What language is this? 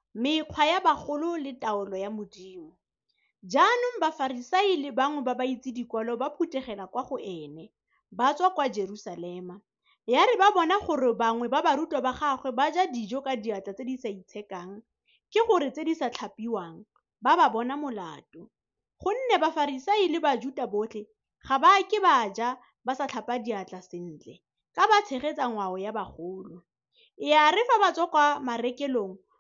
Tswana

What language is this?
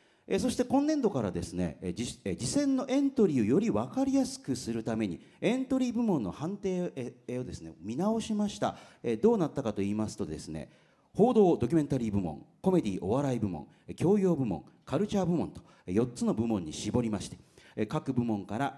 Japanese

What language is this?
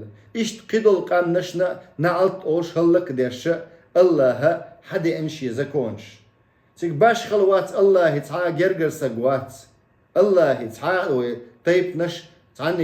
Chechen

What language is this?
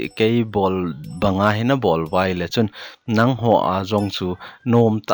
Thado Chin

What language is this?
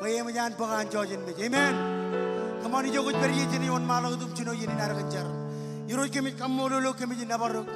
Marshallese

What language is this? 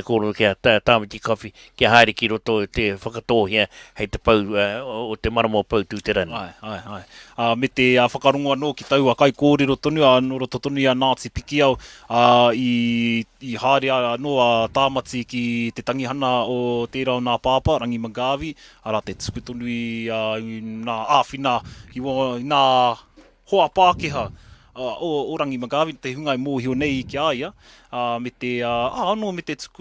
Māori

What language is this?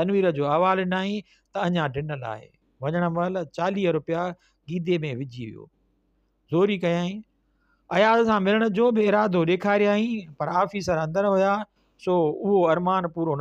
Sindhi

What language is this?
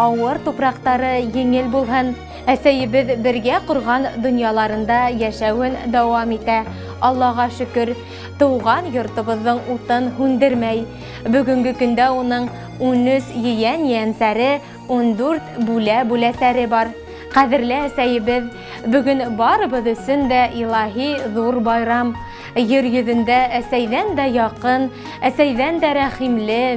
Bashkir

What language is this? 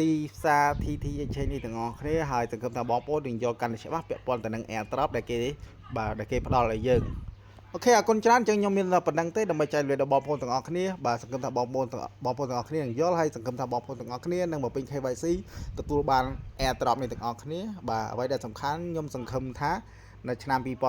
Khmer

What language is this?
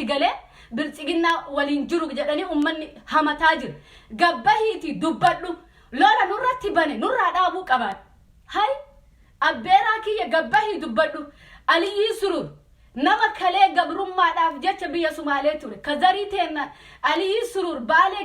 Oromo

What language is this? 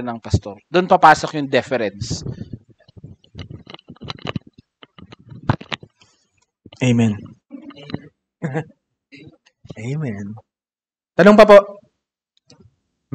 Filipino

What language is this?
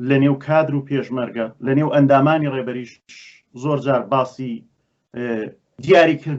Central Kurdish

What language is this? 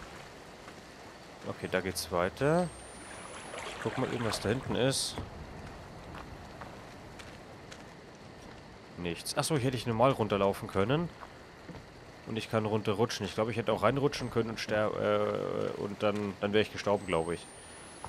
German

